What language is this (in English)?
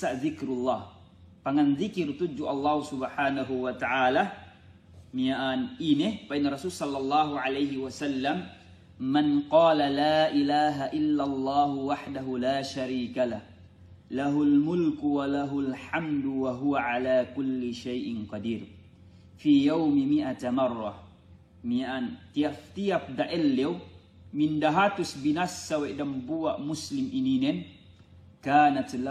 Yakan